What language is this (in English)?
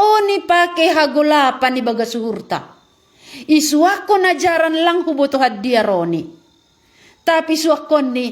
Batak Simalungun